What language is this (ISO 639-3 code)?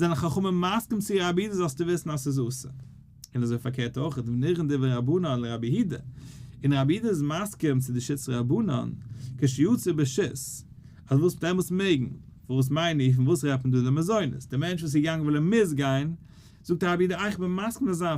yid